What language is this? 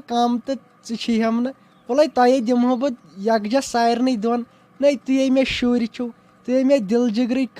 Kashmiri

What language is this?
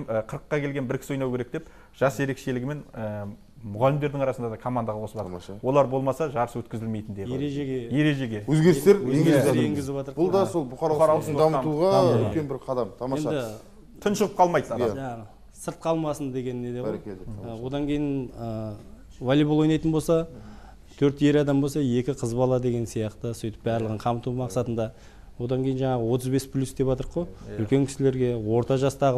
Kazakh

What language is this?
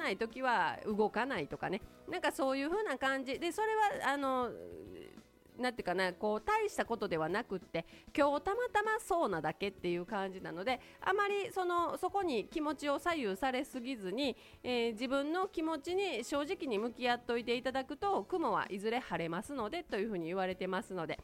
Japanese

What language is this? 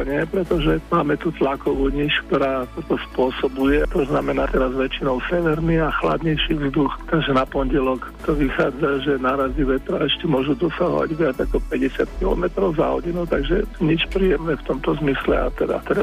Slovak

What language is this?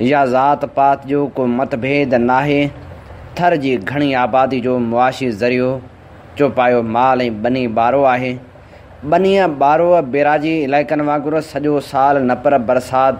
Sindhi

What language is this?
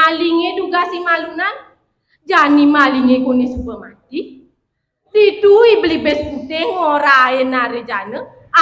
Balinese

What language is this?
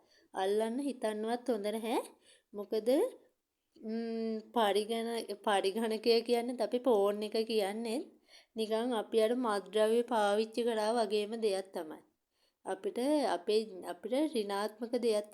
Sinhala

